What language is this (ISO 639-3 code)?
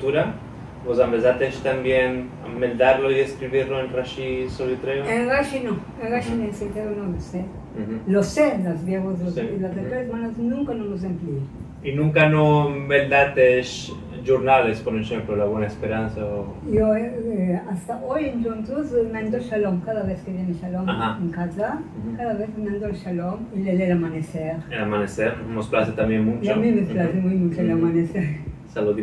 lad